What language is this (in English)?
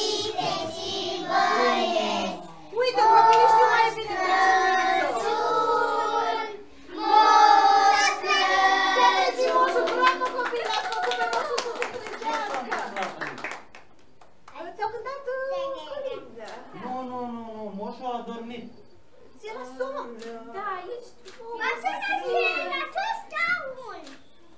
Romanian